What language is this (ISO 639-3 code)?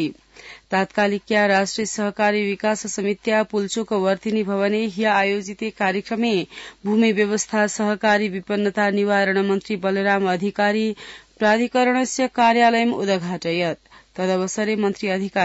san